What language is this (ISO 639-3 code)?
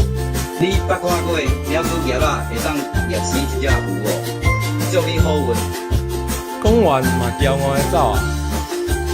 nan